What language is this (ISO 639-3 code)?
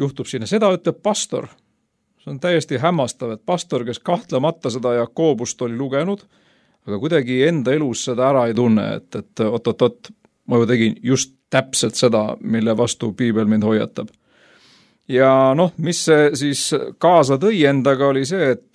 est